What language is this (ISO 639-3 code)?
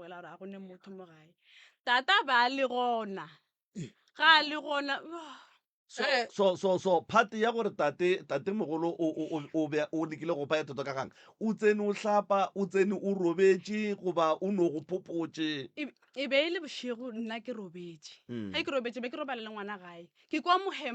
nso